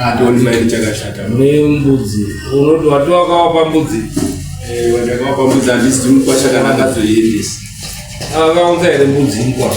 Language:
Shona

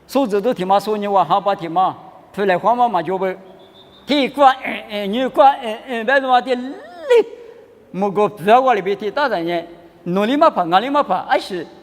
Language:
Lisu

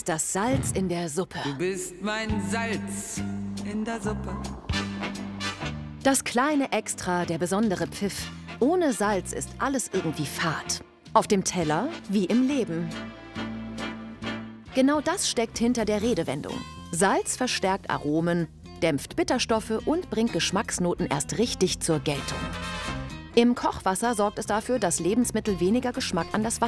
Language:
German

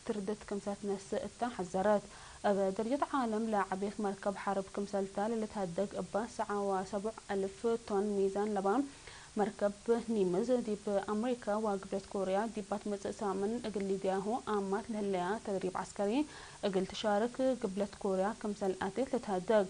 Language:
Tigre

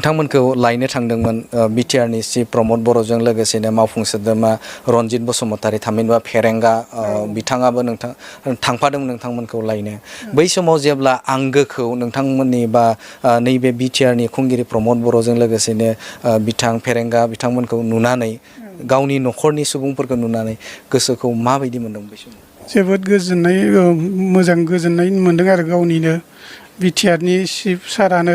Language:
Bodo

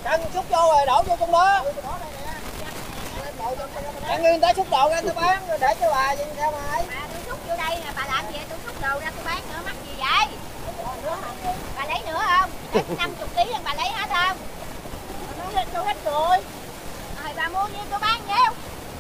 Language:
Vietnamese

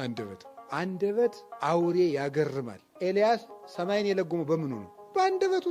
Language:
Amharic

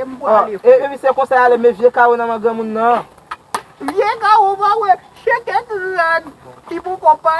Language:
Haitian Creole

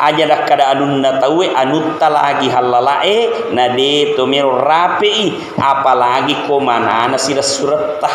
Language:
Buginese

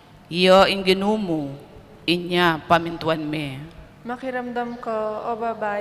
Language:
Pampanga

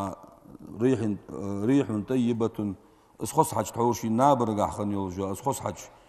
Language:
Ingush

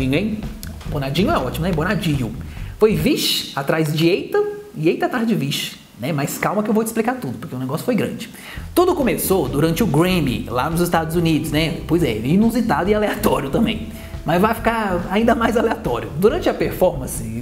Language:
Portuguese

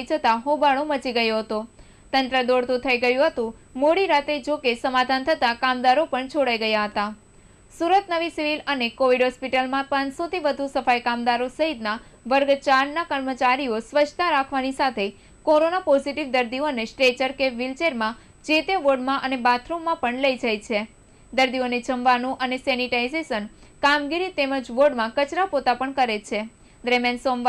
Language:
Gujarati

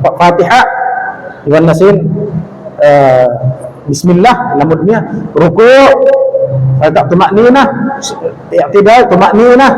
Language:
Tausug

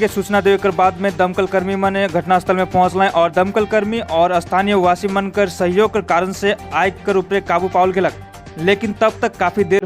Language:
Sadri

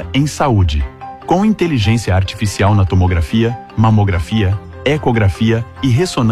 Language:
Portuguese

